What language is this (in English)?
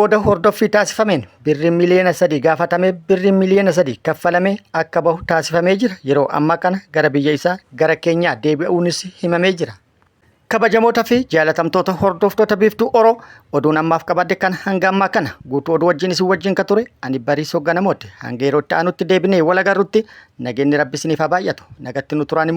Oromo